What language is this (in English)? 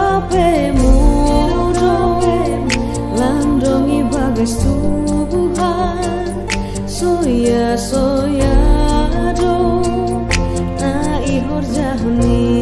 Batak Simalungun